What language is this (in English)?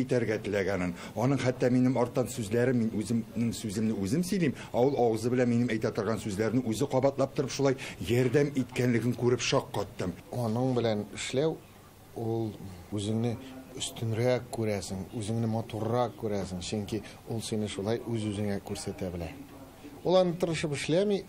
Tatar